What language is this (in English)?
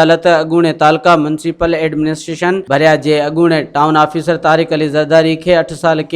Sindhi